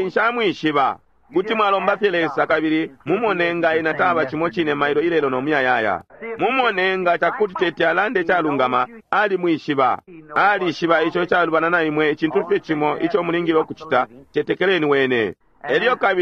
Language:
Bemba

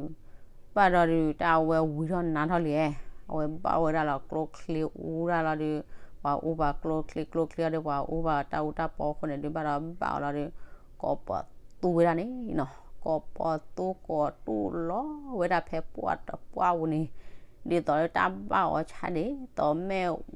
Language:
S'gaw Karen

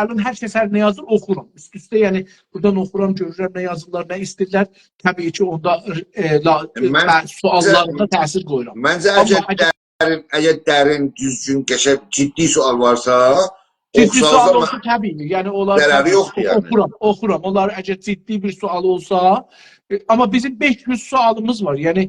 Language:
South Azerbaijani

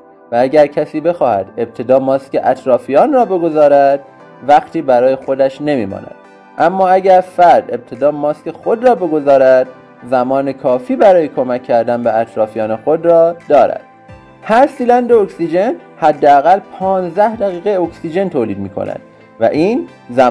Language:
Persian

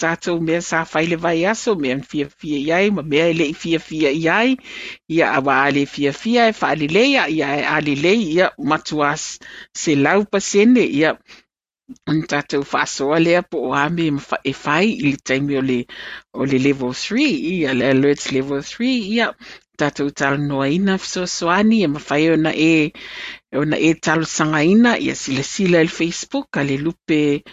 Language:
Samoan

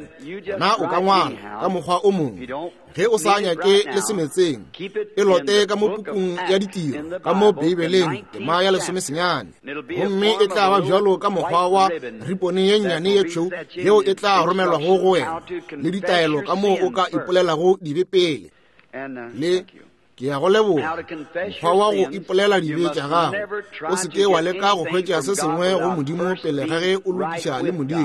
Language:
Northern Sotho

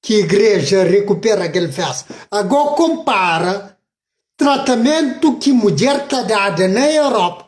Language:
Kabuverdianu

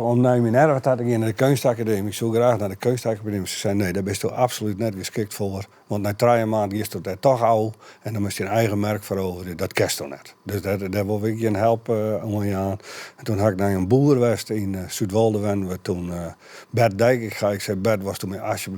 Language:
Western Frisian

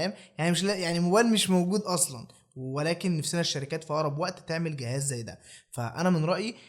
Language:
Egyptian Arabic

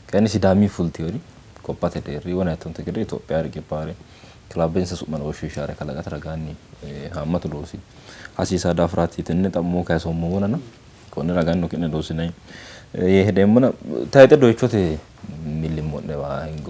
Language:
Sidamo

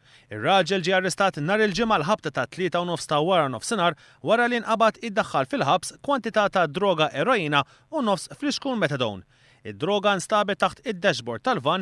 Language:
Maltese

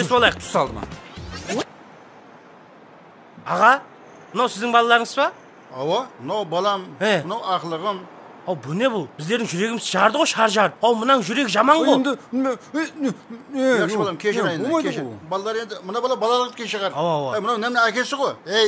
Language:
Kazakh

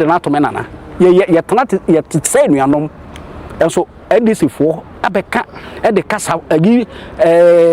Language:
Akan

